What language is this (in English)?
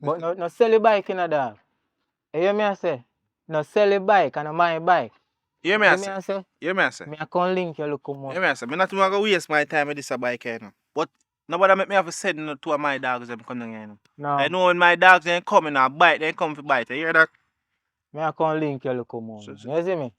Jamaican Creole English